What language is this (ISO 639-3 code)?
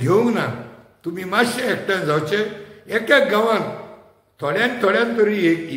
kok